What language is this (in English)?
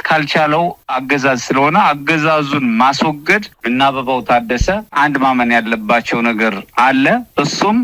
Amharic